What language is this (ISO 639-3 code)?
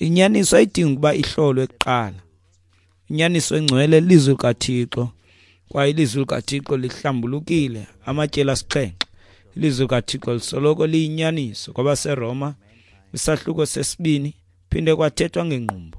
xho